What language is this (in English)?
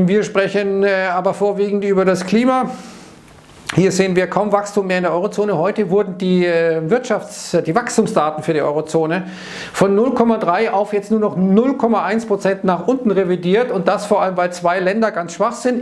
German